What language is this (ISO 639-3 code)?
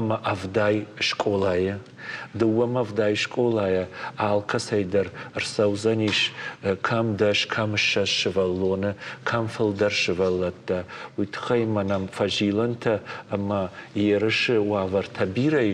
oss